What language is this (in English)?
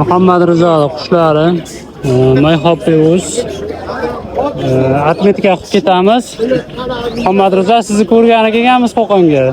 Uzbek